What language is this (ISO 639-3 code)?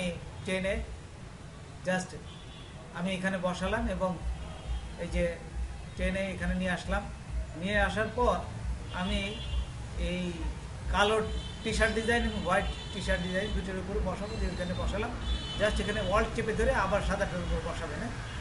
ben